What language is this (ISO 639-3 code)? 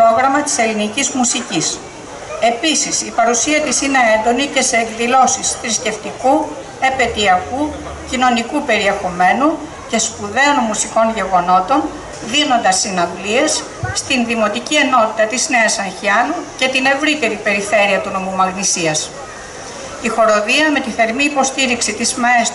ell